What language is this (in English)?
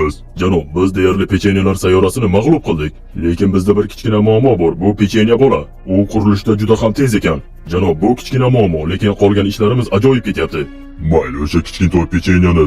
Uzbek